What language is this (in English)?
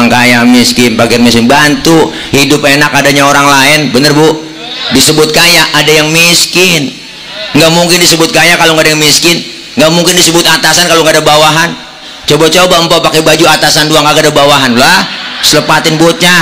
Betawi